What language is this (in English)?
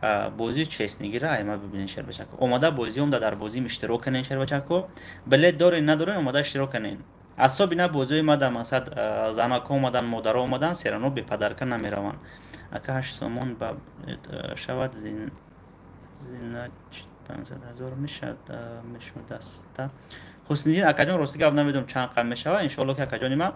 Tajik